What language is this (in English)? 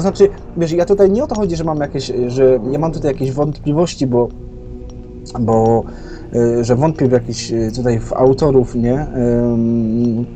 Polish